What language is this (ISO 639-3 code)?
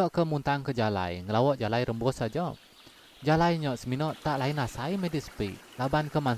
iba